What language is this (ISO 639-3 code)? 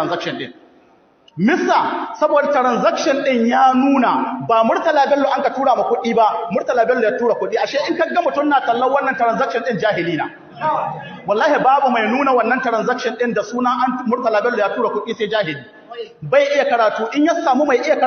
hau